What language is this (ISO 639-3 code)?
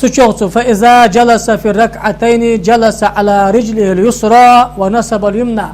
inh